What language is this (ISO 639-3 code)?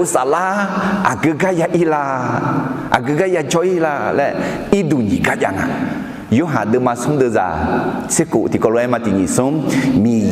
ahk